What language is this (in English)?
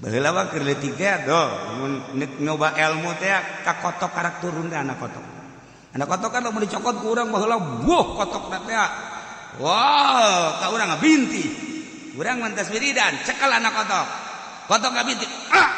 Sundanese